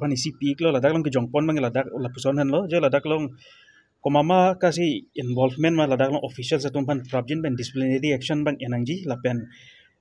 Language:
Karbi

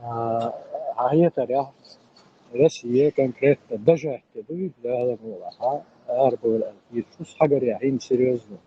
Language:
Chechen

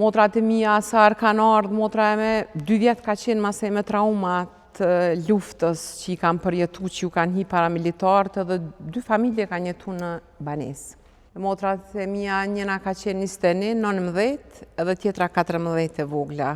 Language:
Albanian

